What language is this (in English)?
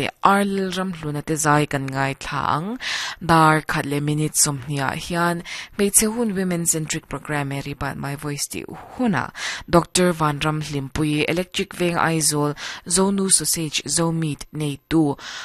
Mizo